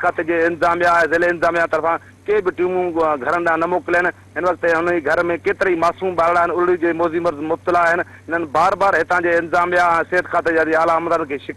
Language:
Sindhi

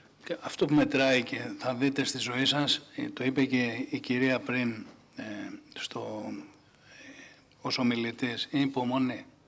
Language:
Greek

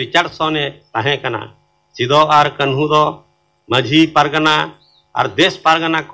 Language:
Santali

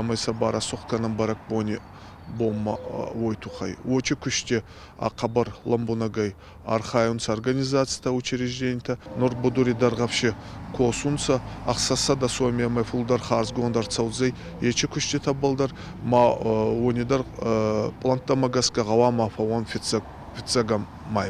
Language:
Ossetic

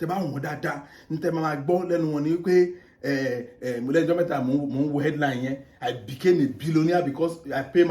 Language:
Yoruba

